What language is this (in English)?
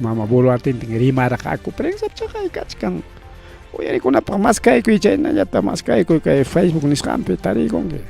Ayacucho Quechua